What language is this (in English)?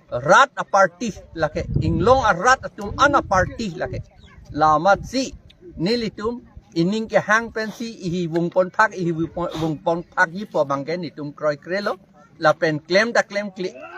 Karbi